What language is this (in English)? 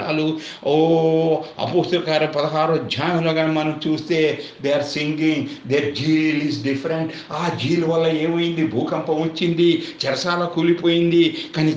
Telugu